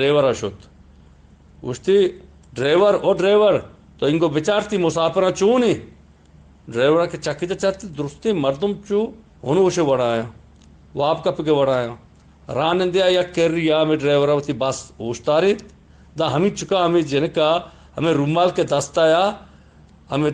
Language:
Eastern Balochi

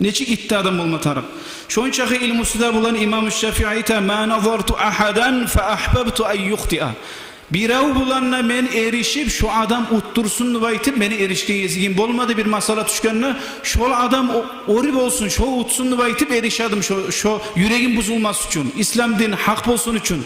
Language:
Kumyk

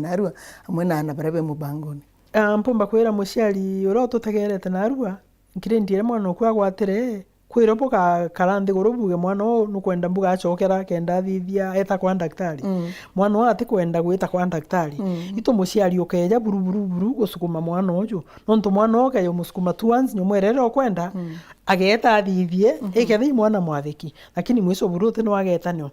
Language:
Meru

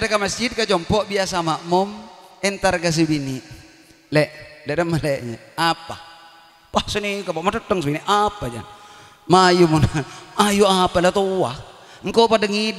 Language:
Madurese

